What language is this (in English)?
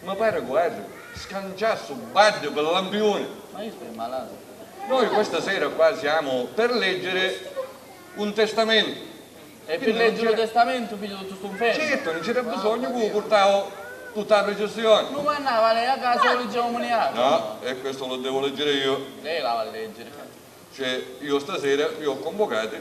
Sicilian